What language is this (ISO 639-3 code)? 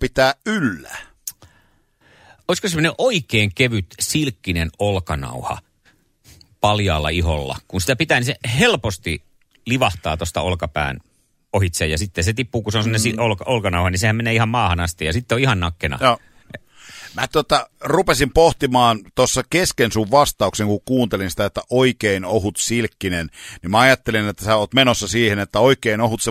fin